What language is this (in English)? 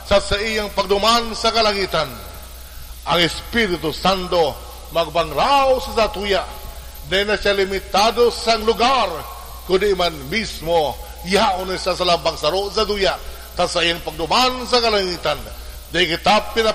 Bikol